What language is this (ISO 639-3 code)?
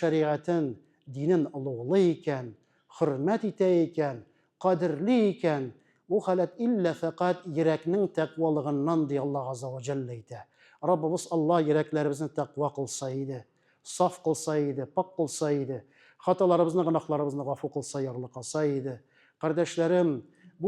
tat